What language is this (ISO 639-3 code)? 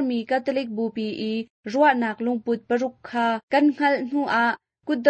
cnh